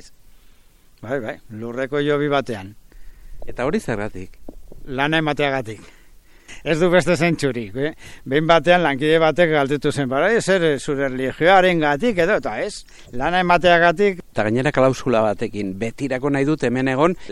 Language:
Basque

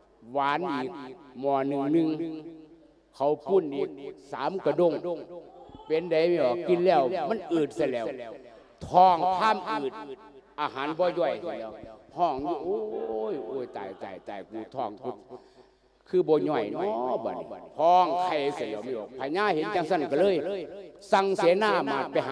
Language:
Lao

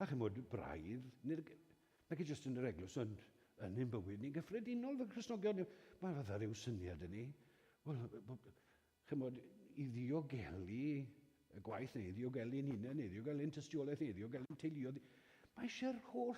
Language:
Welsh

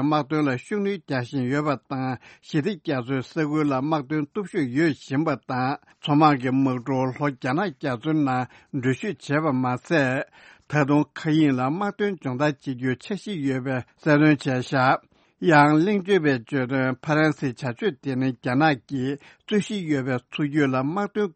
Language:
Tibetan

